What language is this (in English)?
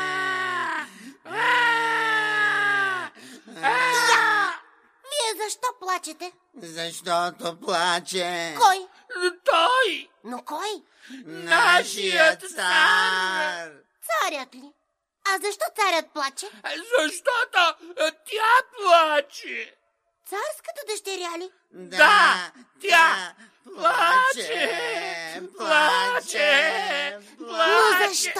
Bulgarian